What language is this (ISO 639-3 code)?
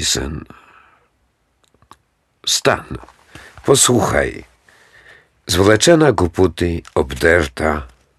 rue